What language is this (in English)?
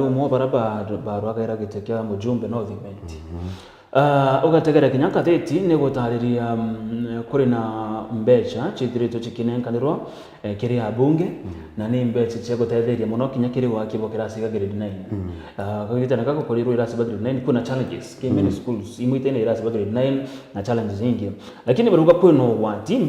Meru